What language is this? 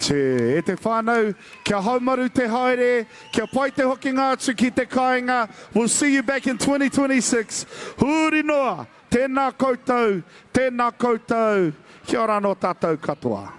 Māori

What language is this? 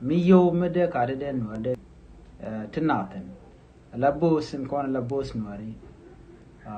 Nuer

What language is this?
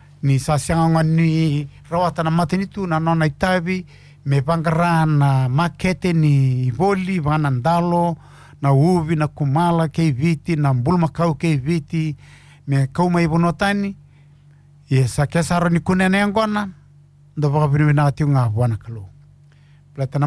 Fijian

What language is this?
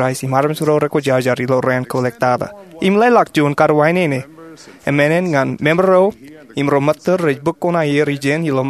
Marshallese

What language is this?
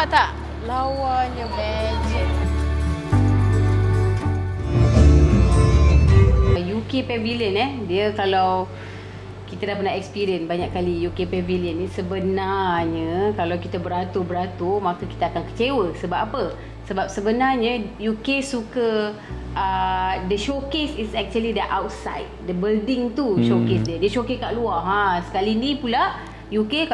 Malay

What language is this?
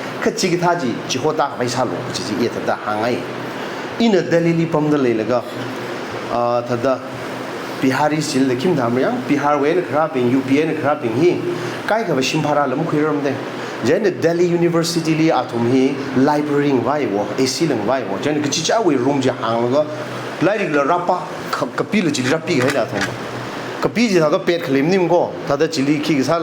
Tangkhul Naga (India)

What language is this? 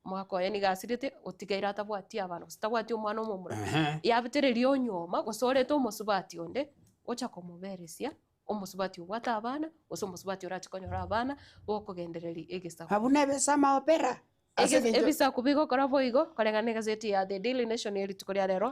Gusii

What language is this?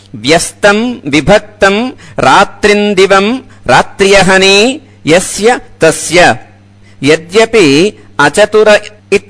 Sanskrit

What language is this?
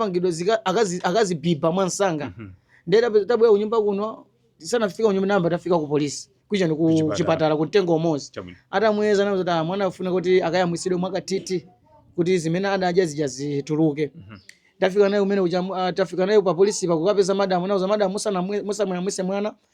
Nyanja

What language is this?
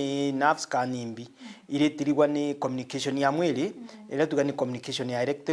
Meru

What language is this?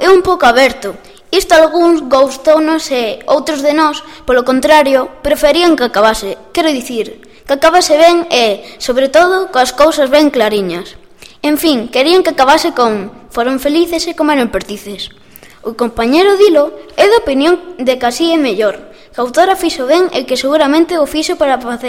Galician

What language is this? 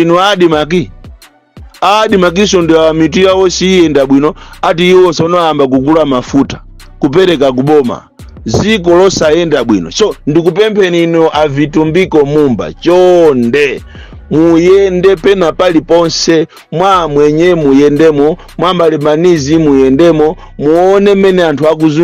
Nyanja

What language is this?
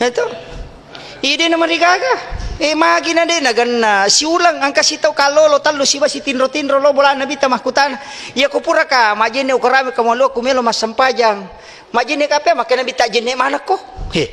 Buginese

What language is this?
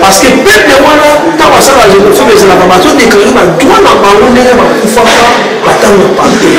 Lingala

